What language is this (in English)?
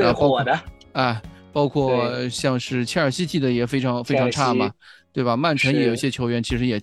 Chinese